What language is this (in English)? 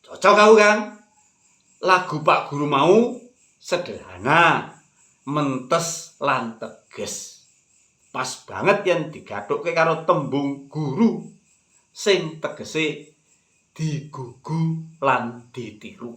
Javanese